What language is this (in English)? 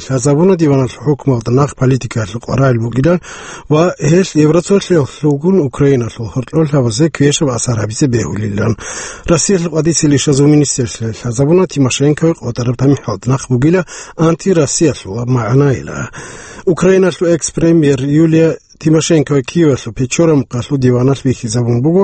Avaric